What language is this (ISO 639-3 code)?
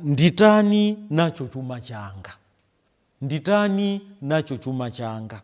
nya